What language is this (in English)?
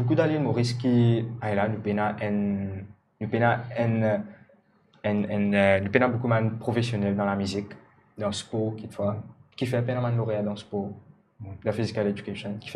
Morisyen